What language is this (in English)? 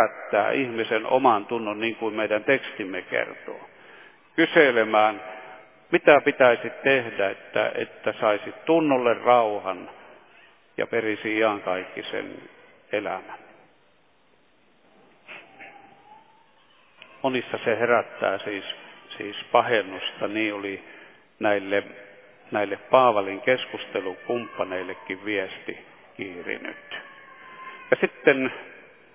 Finnish